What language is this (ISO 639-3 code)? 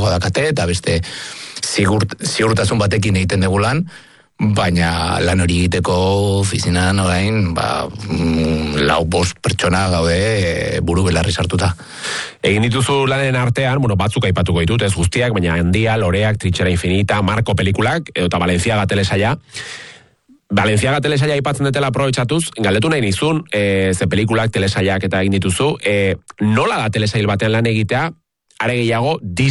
eus